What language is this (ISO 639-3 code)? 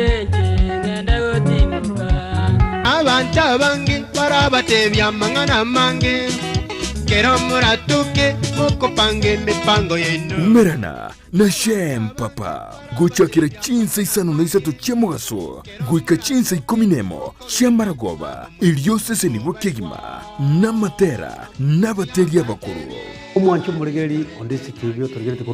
guz